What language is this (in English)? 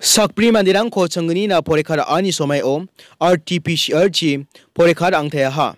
Garo